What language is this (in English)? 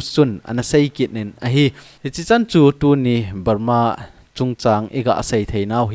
Thado Chin